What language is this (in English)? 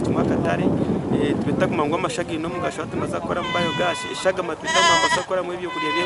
Nyankole